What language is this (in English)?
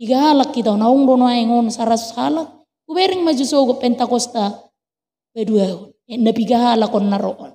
Batak Toba